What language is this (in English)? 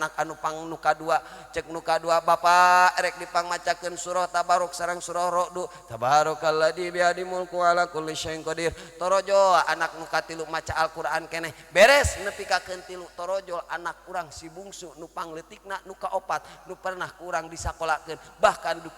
Sundanese